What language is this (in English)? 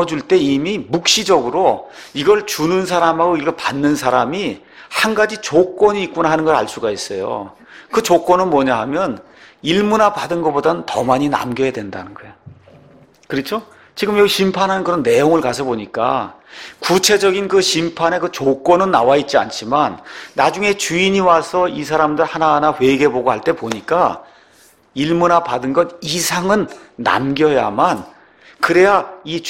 Korean